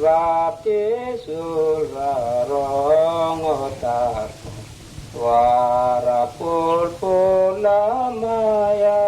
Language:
Mota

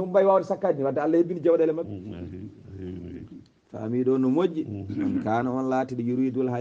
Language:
Fula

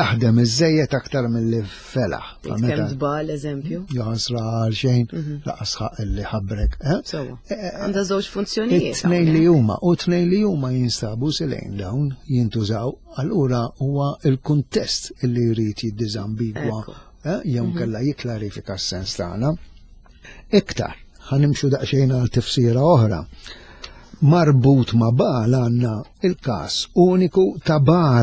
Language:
Maltese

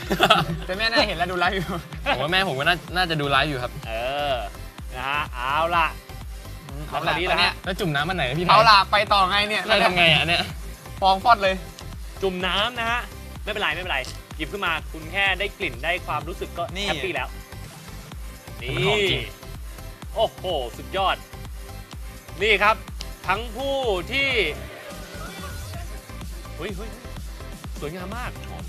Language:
Thai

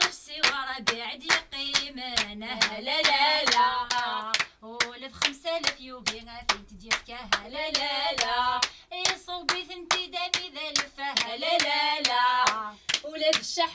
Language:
Kabyle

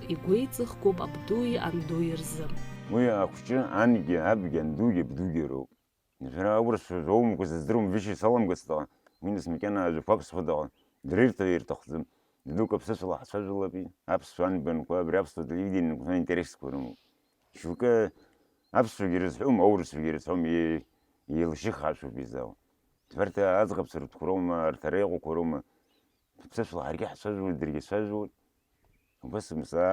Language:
Abkhazian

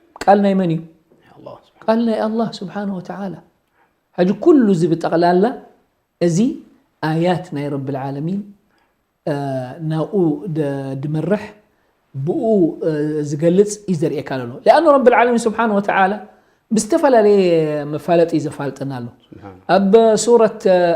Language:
Tigrinya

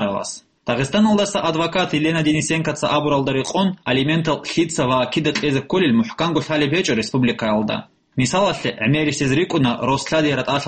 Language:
Avaric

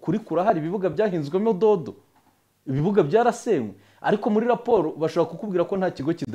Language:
Kinyarwanda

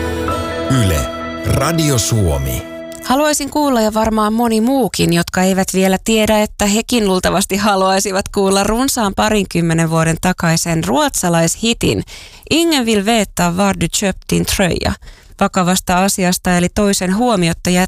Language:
Finnish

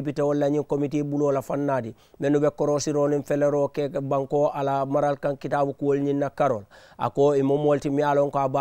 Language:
Mandingo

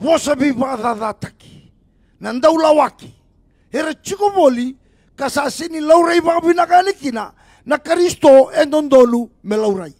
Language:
Fijian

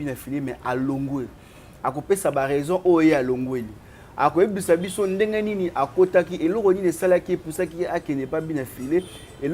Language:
Lingala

